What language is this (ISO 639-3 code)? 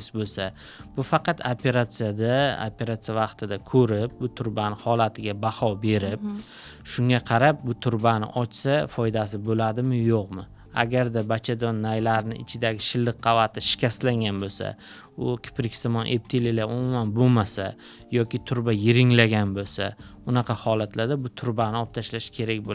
uzb